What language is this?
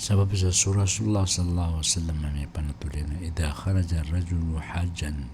Maranao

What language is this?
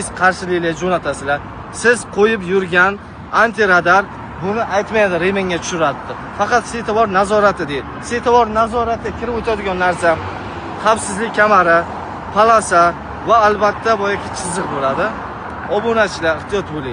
Uzbek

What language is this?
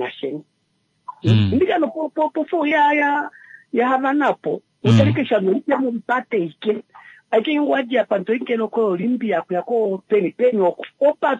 Kuanyama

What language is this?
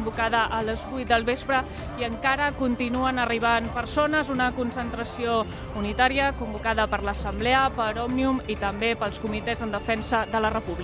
Catalan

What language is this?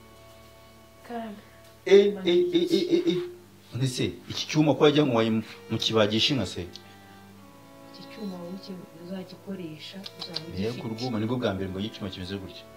Kinyarwanda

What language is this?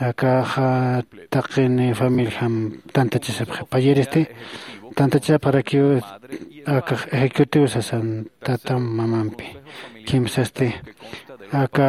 Aymara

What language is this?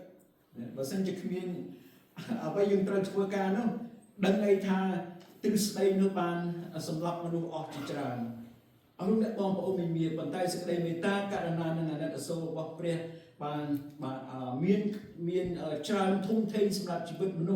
Khmer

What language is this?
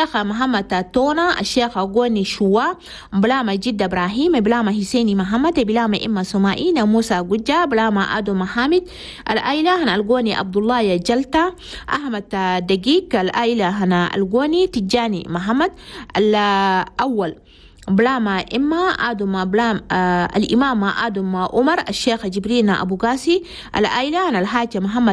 Chadian Arabic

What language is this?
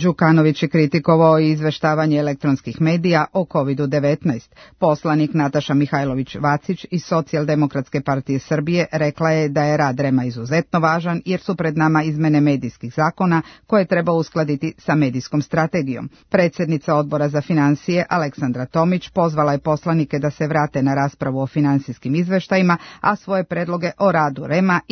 Serbian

